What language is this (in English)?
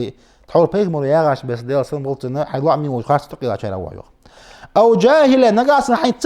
Ingush